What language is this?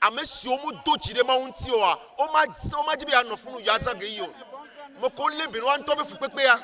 Ewe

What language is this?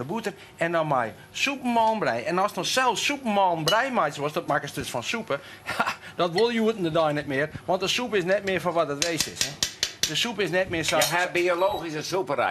Western Frisian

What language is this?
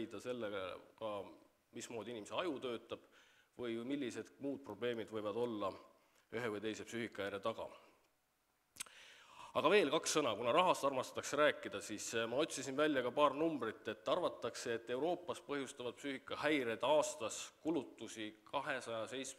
Estonian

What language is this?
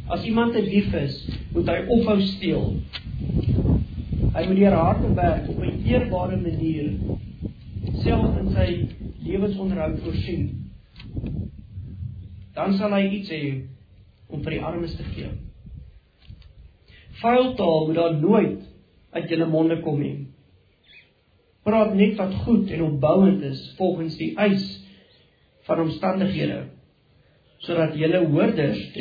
Afrikaans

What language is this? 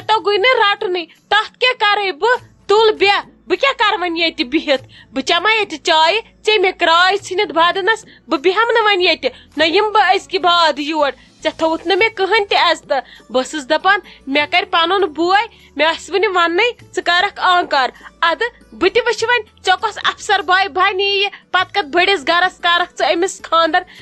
Kashmiri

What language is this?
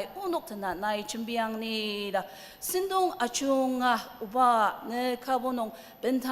Ao Naga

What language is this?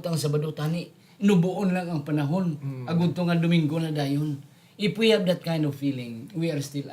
Hiligaynon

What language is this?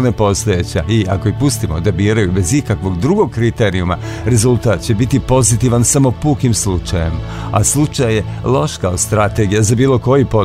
Serbian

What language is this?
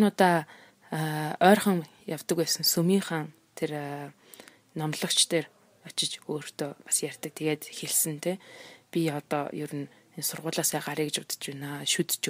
Mongolian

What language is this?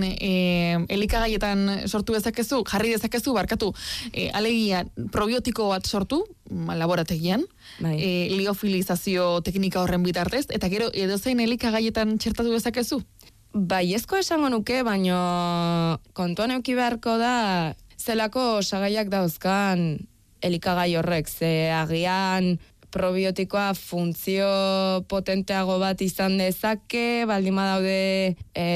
Basque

